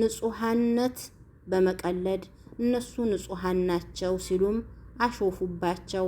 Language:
Amharic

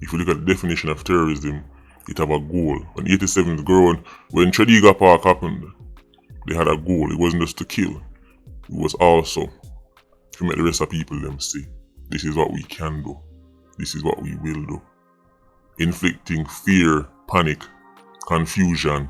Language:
Jamaican Creole English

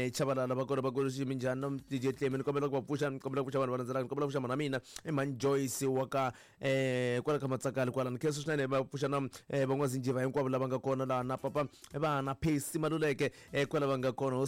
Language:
Tsonga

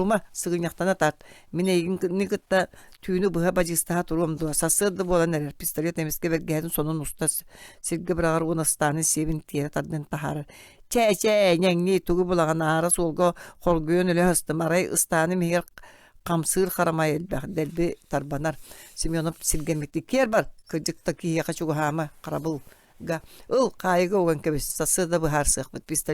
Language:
Yakut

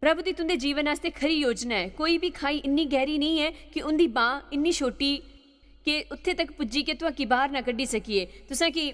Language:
Dogri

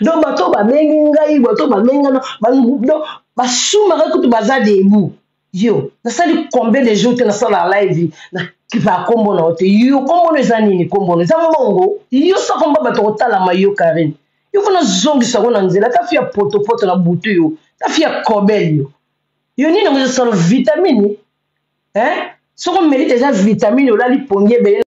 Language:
Lingala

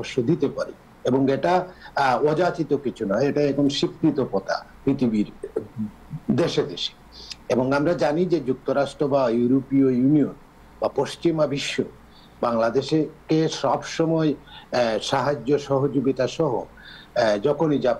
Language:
Bangla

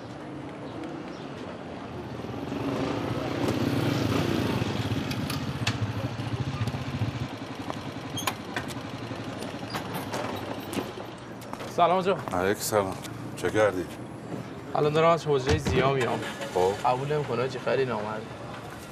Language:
Persian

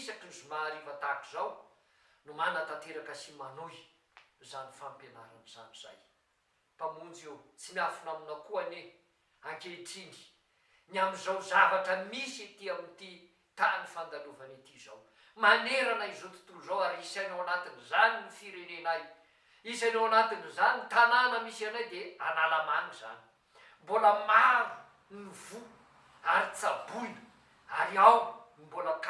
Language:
Malagasy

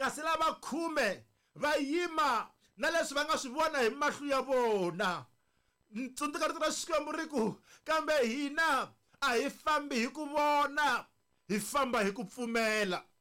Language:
Tsonga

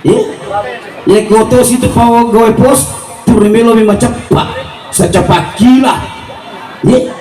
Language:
Buginese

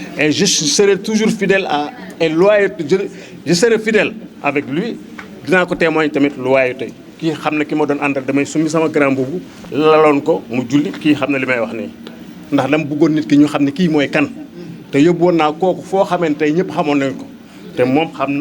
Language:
Wolof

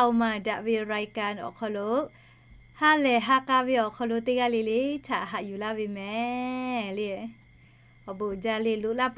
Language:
Lahu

